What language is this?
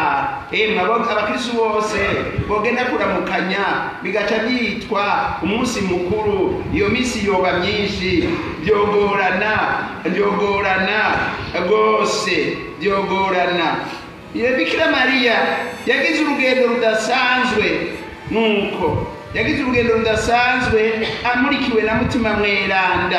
Rundi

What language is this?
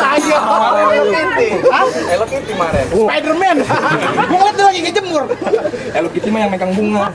Betawi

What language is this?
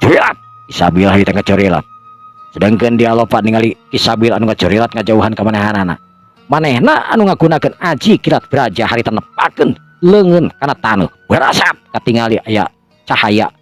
Sundanese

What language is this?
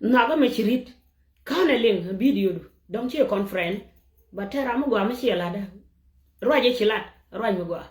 Nuer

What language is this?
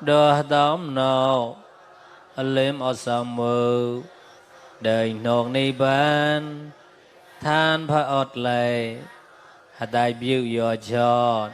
Mon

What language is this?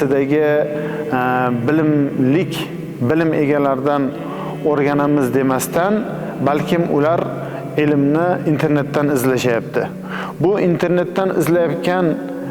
Uzbek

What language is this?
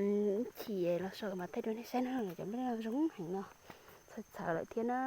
Hmong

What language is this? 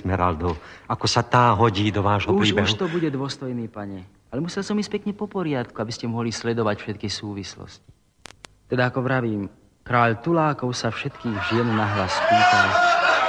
Slovak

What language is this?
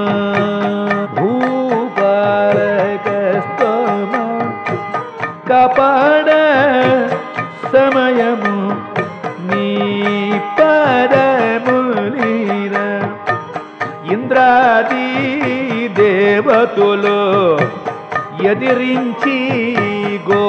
Telugu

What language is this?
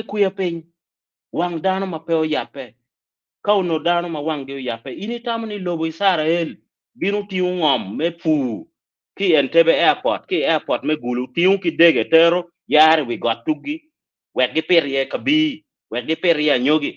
Acoli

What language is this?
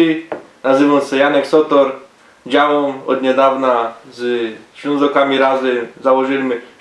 Silesian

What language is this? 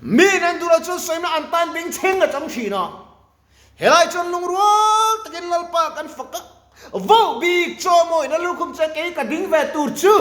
Mizo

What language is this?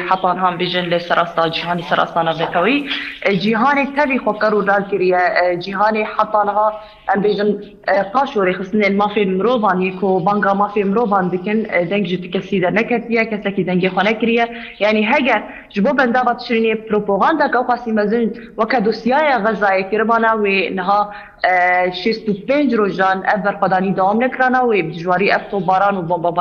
Kurdish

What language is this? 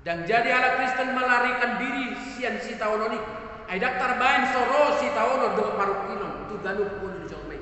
Batak Toba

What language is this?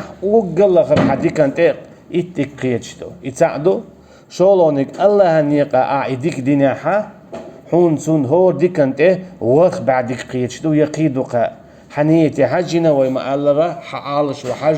Chechen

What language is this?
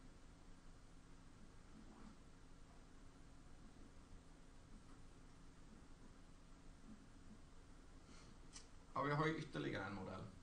Swedish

